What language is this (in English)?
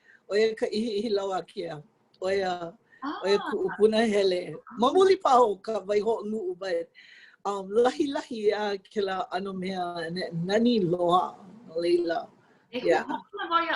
Hawaiian